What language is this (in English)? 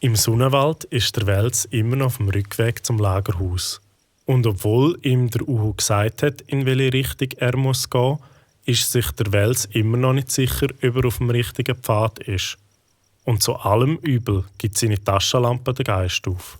Swiss German